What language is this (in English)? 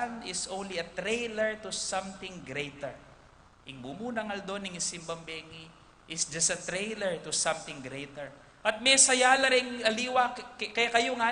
Pampanga